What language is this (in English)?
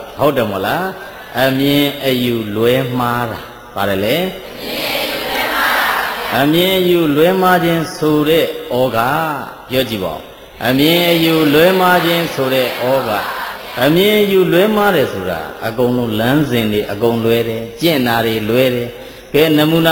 Burmese